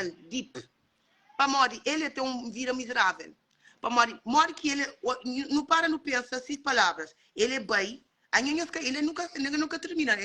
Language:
Kabuverdianu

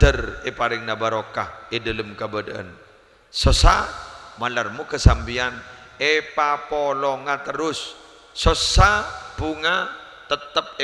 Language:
Madurese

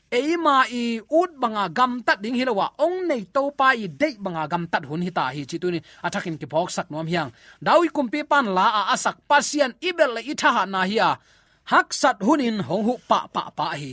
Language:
Tedim Chin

